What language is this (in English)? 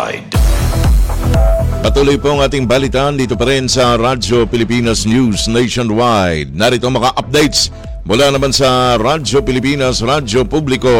Filipino